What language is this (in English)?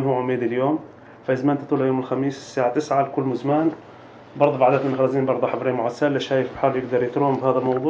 North Levantine Arabic